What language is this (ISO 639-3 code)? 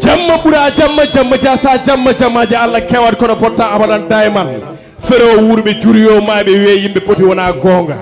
ful